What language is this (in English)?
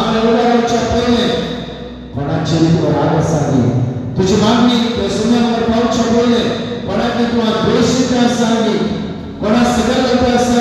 Konkani